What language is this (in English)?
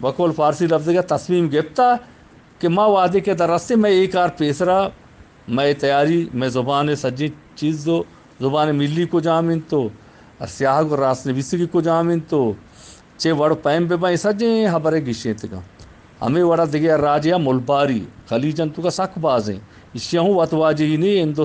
Eastern Balochi